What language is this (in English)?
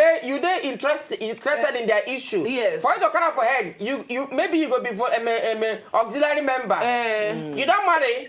Nigerian Pidgin